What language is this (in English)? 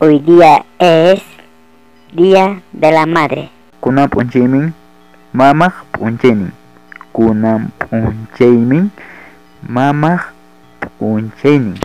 Ayacucho Quechua